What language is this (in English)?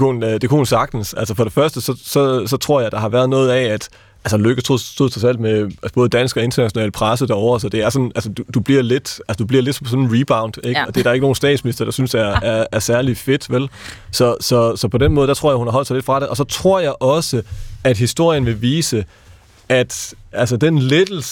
Danish